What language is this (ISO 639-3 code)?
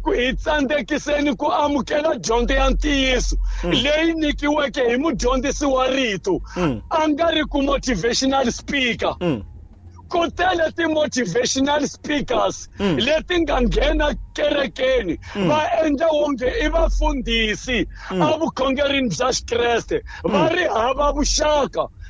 tso